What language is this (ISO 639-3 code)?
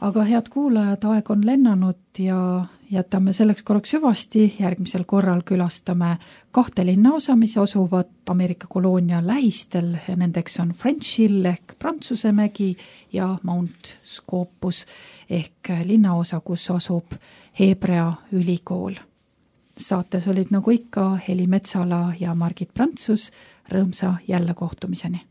est